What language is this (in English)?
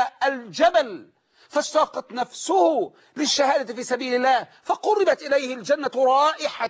Arabic